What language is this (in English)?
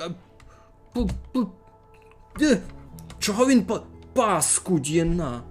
Rusyn